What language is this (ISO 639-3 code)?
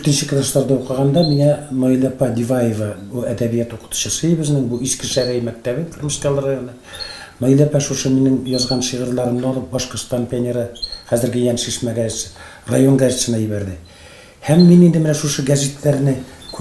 tat